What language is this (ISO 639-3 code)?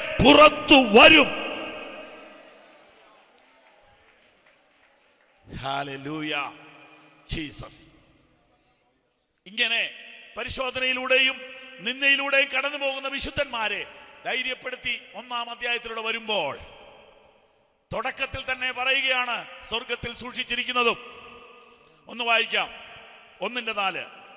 mal